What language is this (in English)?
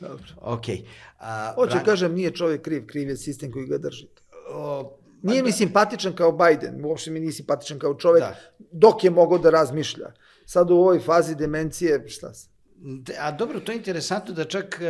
Serbian